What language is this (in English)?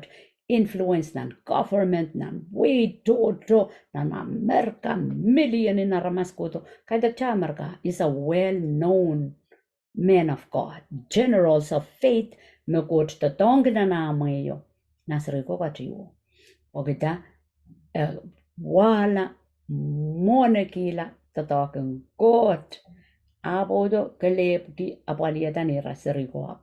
Pohnpeian